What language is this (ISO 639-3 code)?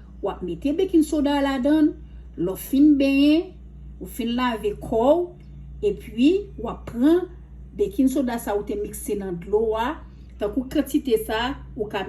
hat